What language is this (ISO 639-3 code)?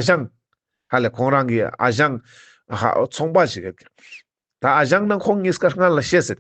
lbj